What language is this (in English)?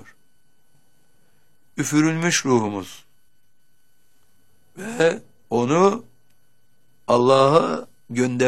Turkish